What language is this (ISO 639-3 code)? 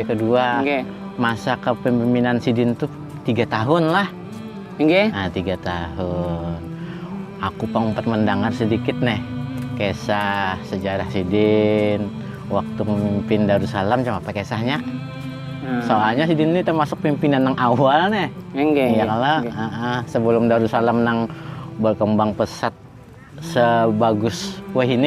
bjn